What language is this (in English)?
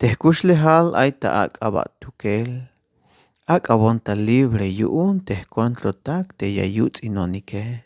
Tzeltal